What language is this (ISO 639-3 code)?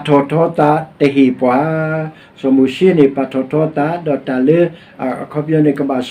ksw